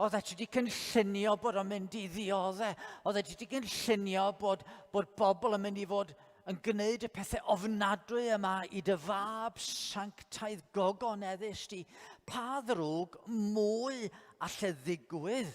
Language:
Welsh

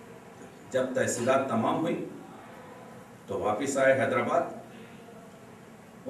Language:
Urdu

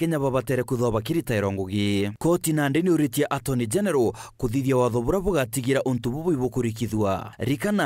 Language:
Meru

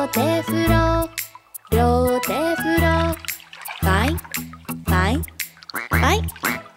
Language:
Japanese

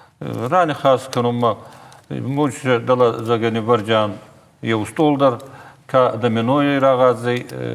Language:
Ossetic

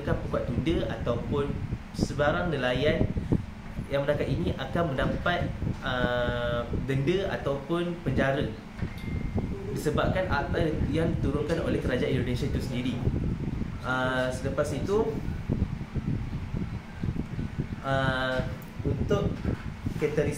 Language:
Malay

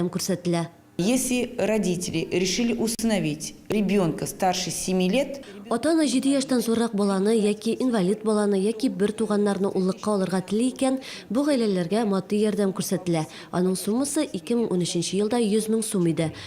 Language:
Tatar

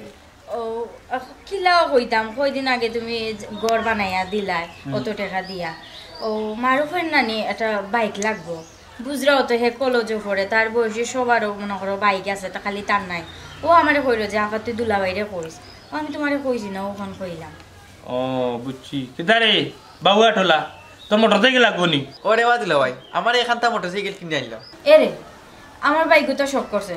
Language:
Sylheti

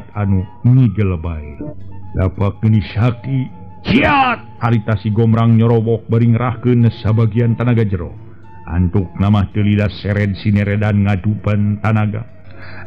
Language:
Sundanese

